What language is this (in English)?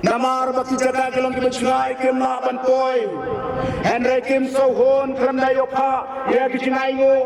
Khasi